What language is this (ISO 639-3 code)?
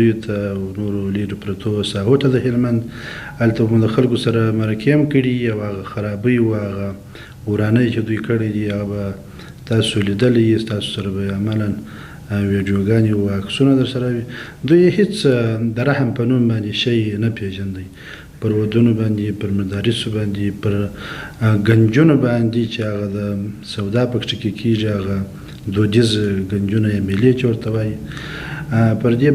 pus